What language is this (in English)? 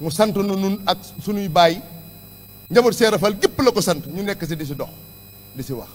Wolof